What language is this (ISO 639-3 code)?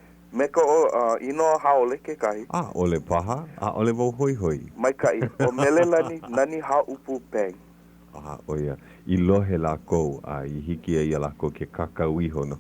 haw